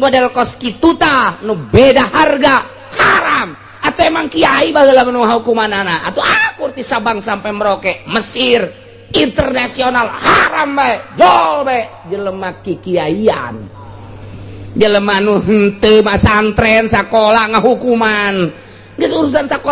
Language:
Sundanese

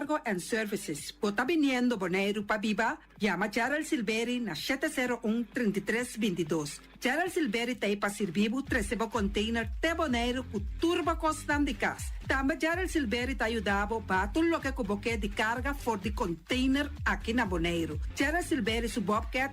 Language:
Papiamento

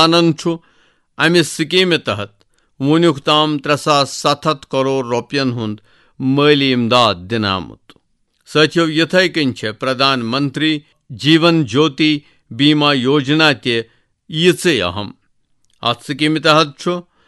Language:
Kashmiri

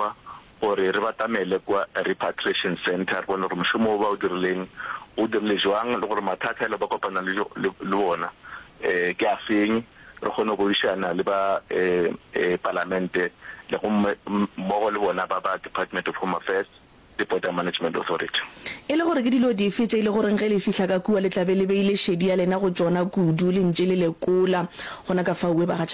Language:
Northern Sotho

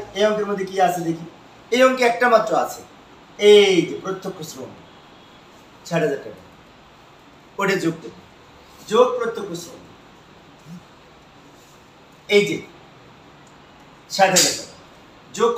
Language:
Bangla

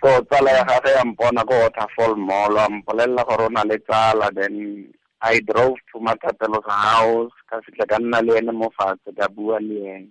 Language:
Tswana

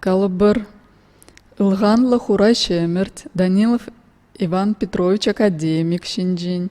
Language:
Chuvash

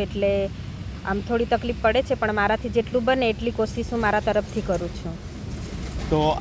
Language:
Gujarati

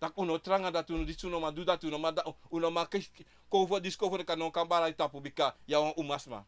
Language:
Sranan Tongo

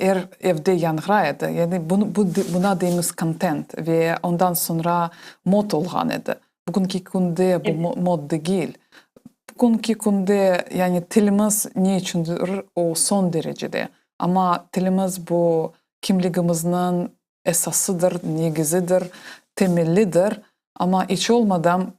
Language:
Crimean Tatar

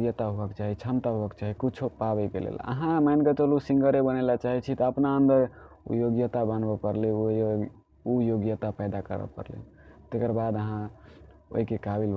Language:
Maithili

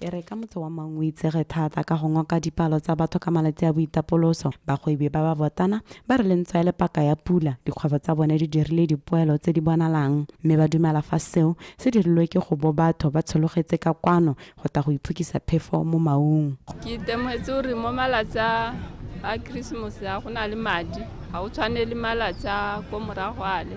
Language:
Tswana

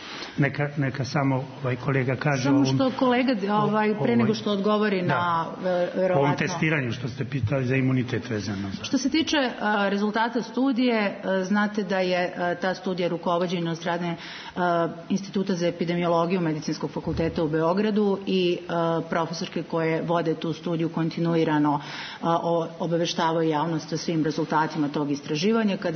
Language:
Serbian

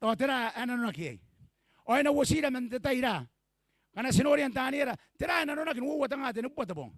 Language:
Gilbertese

